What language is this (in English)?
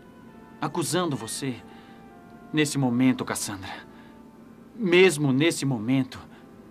Portuguese